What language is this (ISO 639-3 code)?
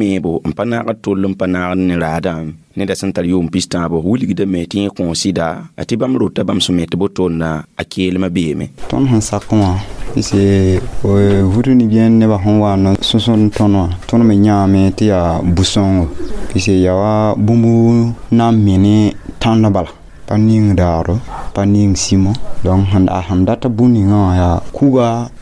mos